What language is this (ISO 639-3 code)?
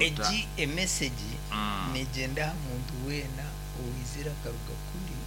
nyn